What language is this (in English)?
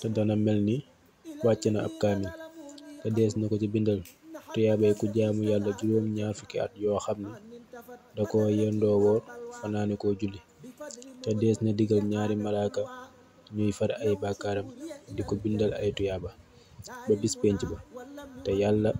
Wolof